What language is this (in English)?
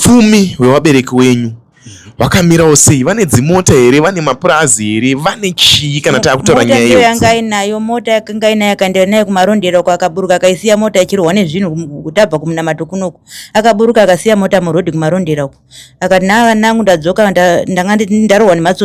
Shona